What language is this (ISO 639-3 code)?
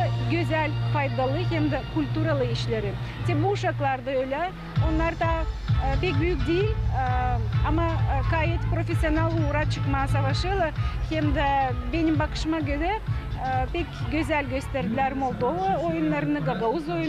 gag